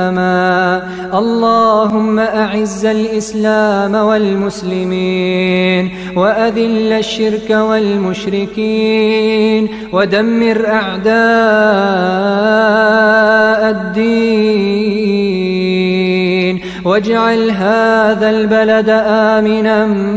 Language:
Arabic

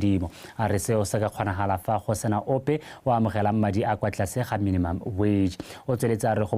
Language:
Tswana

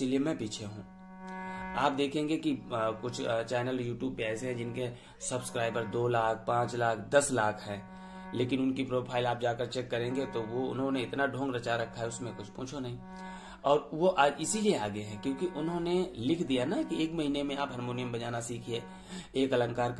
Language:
Hindi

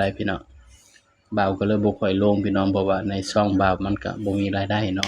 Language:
Northeastern Thai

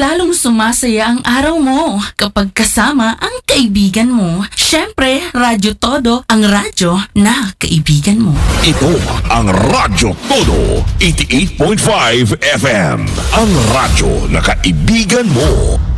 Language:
Filipino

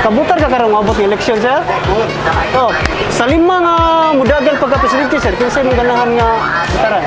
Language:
Cebuano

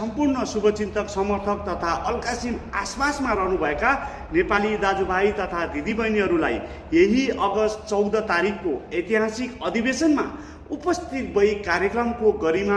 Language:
Nepali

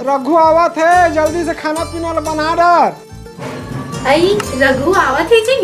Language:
Chhattisgarhi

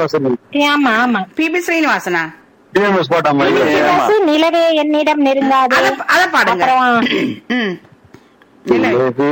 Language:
Tamil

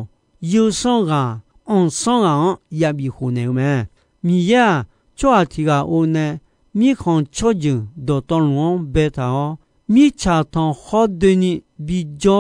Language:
Akha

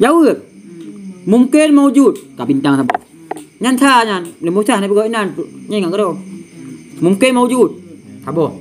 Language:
Achinese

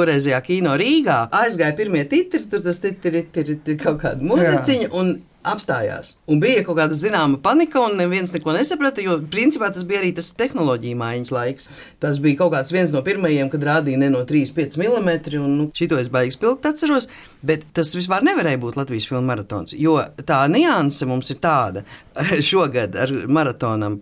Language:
Latvian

